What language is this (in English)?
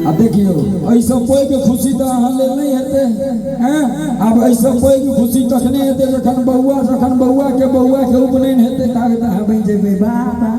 Maithili